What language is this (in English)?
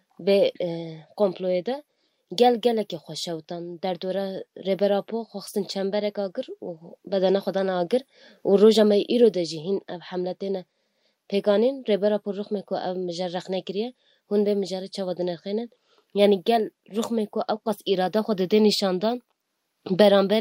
Kurdish